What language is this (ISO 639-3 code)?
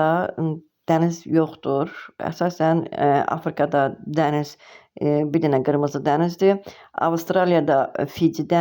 aze